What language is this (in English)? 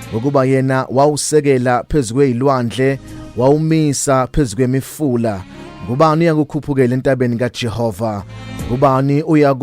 Zulu